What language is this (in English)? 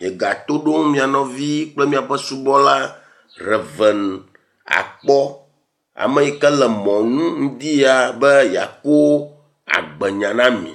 Ewe